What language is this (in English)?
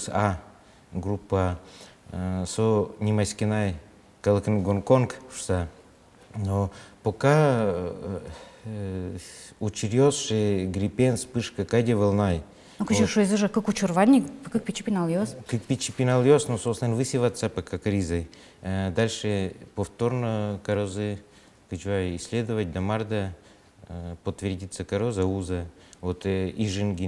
Udmurt